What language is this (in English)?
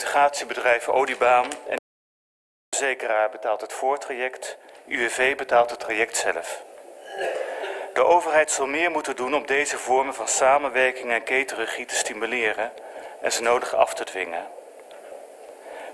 Dutch